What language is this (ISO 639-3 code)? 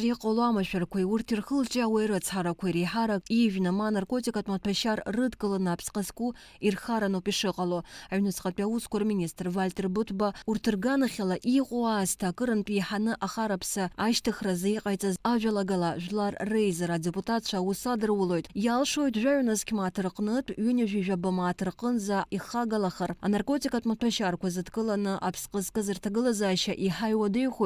abk